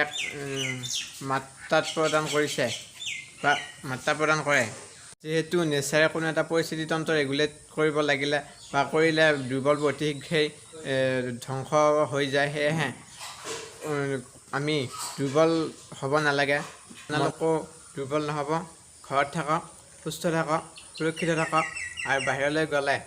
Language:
Assamese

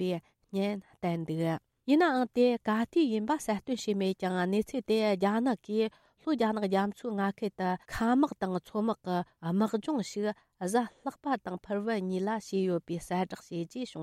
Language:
Tibetan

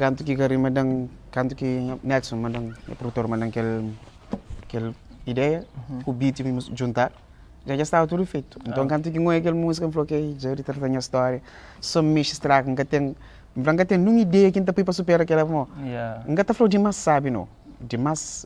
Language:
Kabuverdianu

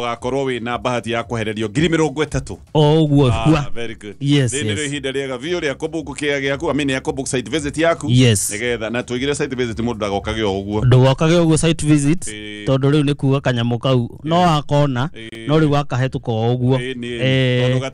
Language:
Kikuyu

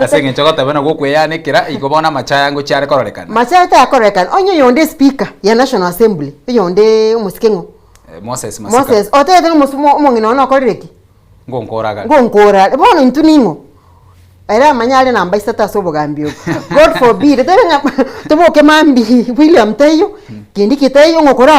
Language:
Gusii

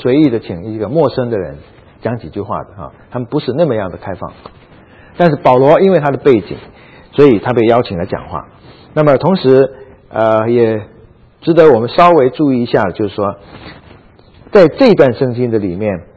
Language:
Chinese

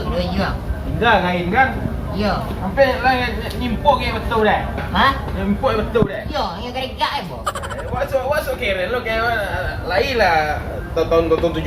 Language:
Minangkabau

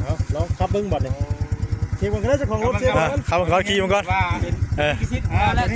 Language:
Northeastern Thai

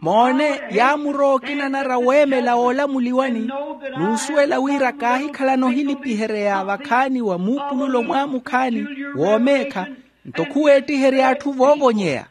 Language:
Makhuwa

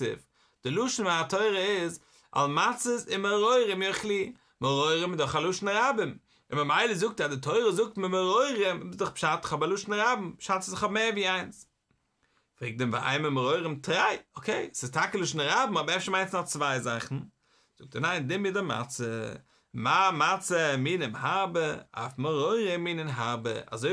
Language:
Yiddish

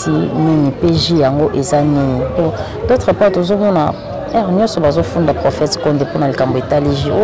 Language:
Lingala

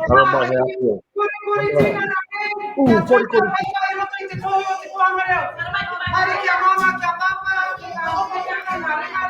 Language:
Māori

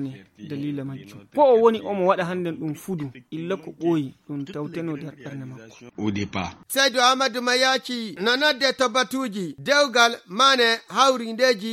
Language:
Fula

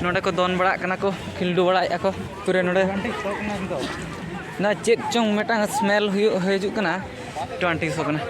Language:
Santali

